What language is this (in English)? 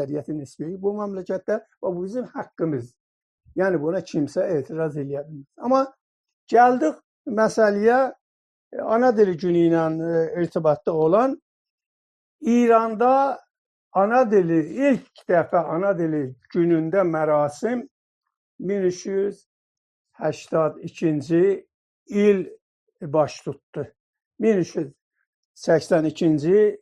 South Azerbaijani